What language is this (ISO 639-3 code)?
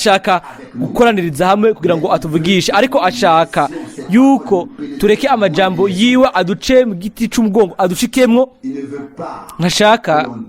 run